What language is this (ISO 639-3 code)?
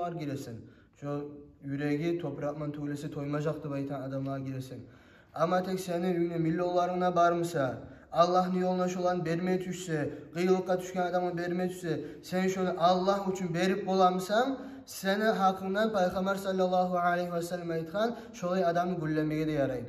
kum